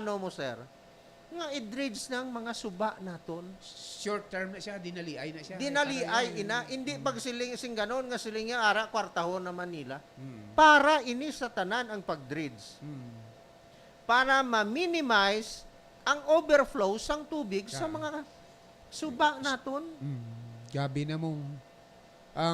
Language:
Hiligaynon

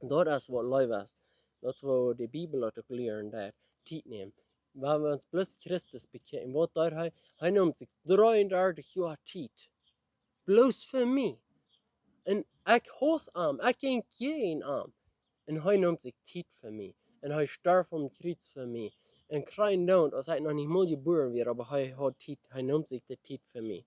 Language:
Plautdietsch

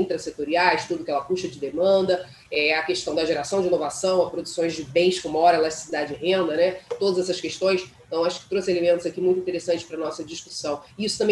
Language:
Portuguese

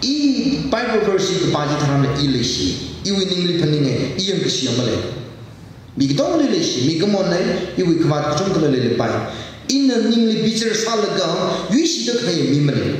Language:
Tangkhul Naga (India)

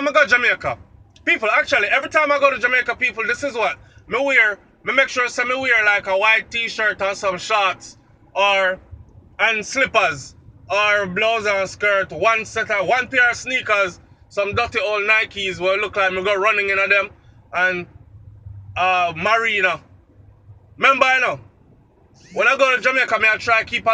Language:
Jamaican Creole English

